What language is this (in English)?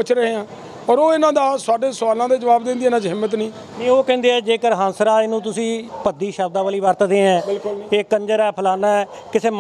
Punjabi